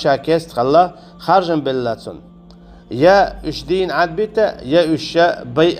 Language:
Chechen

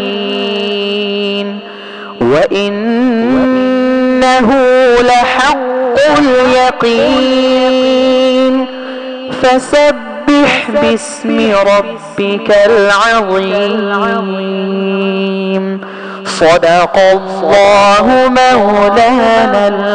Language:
Arabic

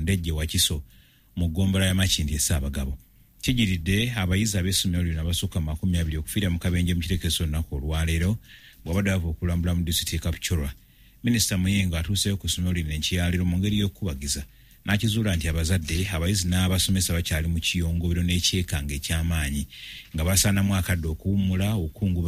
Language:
Ganda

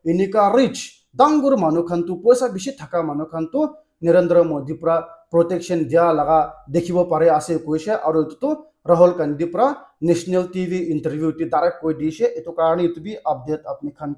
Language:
Naga Pidgin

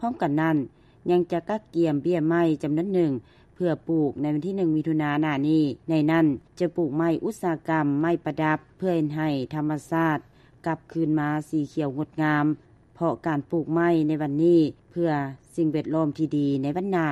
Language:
Lao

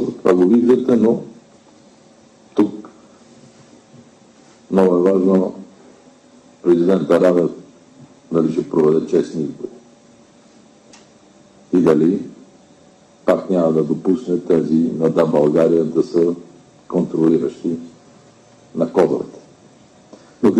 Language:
Bulgarian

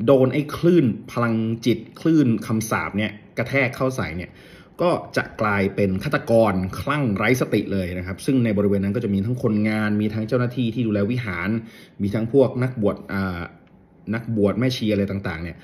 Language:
Thai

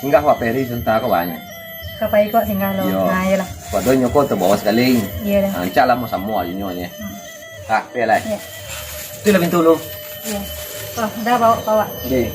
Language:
Minangkabau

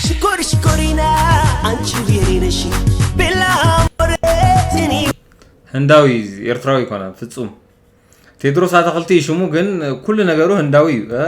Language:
Tigrinya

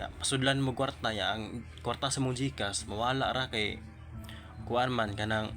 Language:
Cebuano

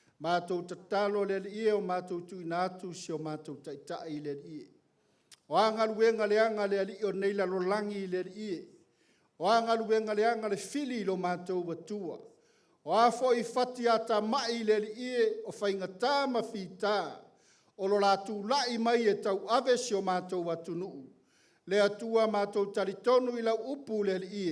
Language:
Samoan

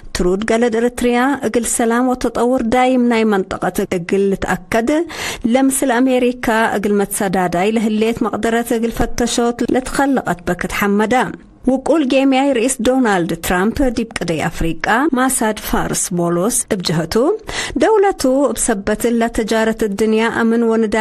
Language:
Tigre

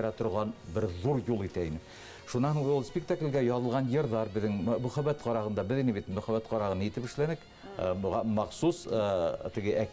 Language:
Bashkir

